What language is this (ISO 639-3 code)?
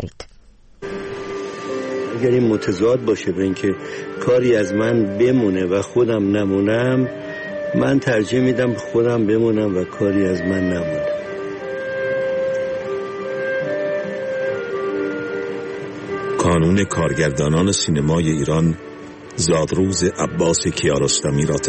fas